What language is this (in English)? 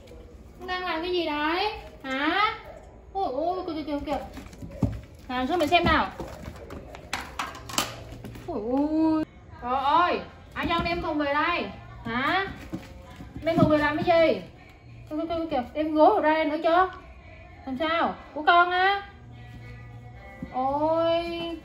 Vietnamese